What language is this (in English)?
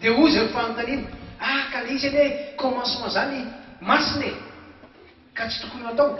Malagasy